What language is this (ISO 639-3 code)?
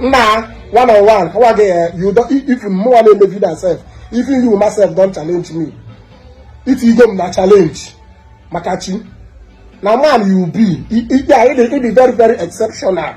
ibo